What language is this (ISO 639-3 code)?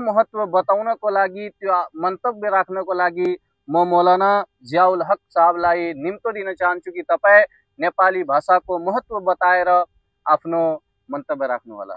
nep